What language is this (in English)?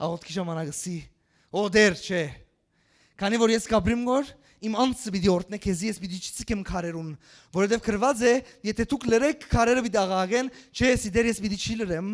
Western Armenian